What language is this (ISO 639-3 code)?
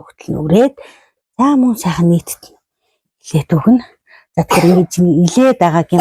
mon